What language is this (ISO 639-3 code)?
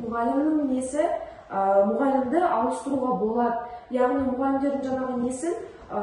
kaz